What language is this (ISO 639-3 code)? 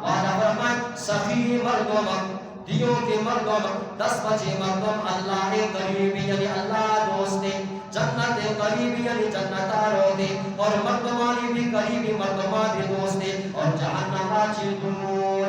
bgp